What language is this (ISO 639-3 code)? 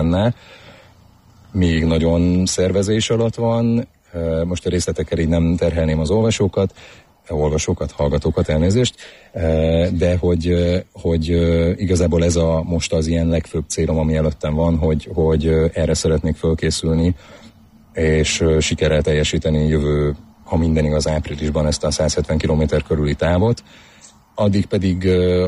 hun